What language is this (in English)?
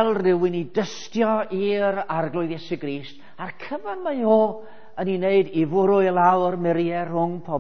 Welsh